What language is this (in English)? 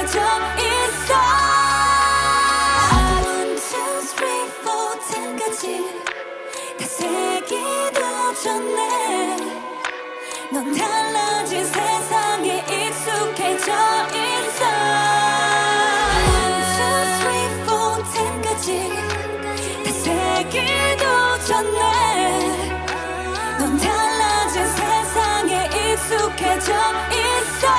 Korean